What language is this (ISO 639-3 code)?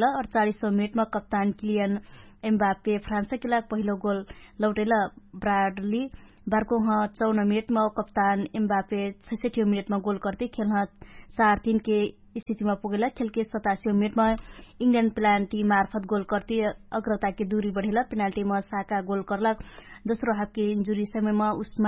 thl